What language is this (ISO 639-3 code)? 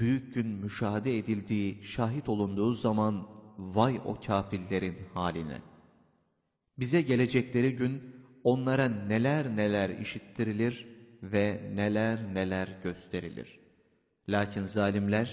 tur